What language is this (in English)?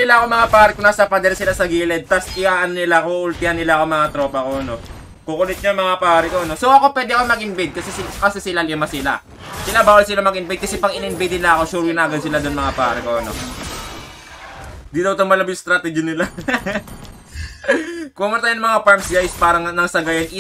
Filipino